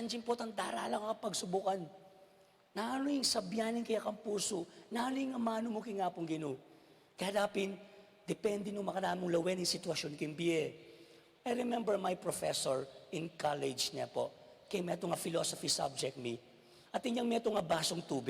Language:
Pampanga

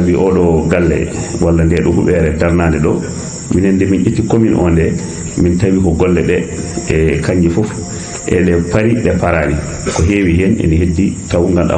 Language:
Fula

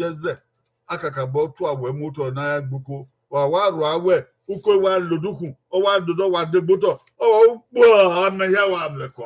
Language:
Bini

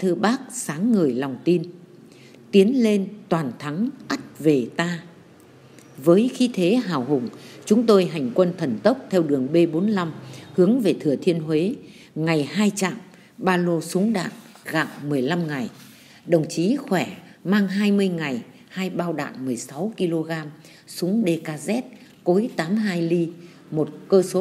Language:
Vietnamese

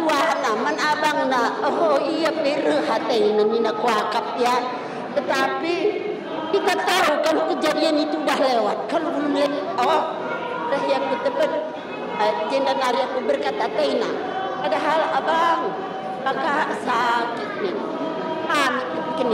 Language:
Batak Karo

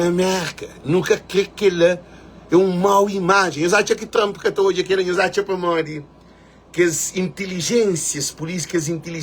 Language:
Kabuverdianu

